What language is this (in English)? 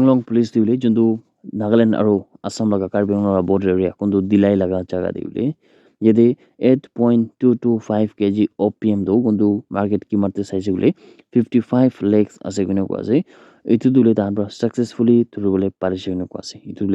Naga Pidgin